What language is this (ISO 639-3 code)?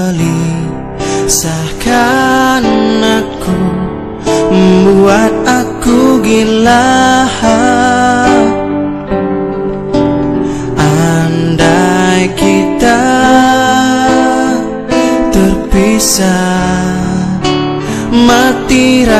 ind